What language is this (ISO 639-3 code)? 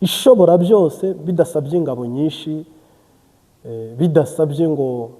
kin